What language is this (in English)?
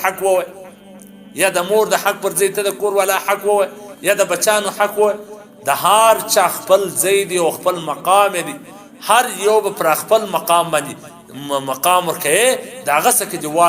Pashto